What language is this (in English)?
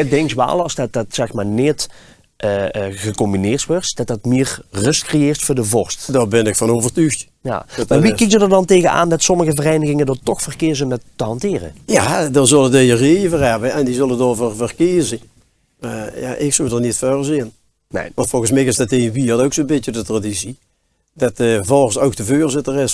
Limburgish